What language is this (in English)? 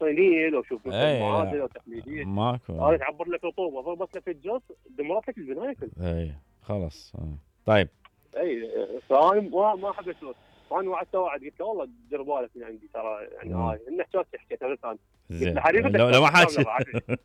Mesopotamian Arabic